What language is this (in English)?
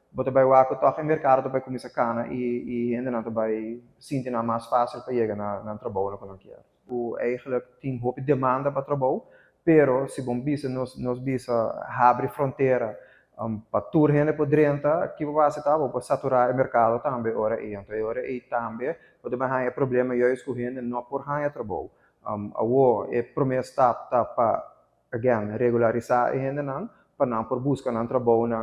Papiamento